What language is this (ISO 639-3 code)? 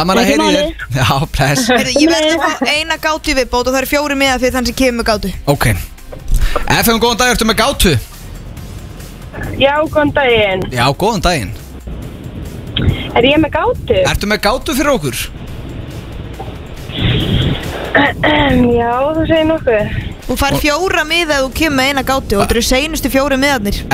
isl